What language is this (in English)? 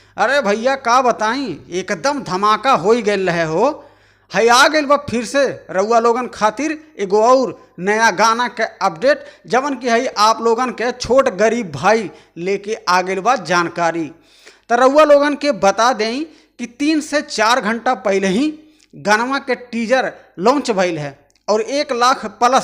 Bhojpuri